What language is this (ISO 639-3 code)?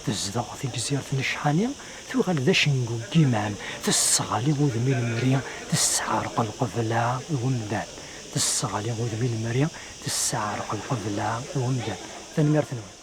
kab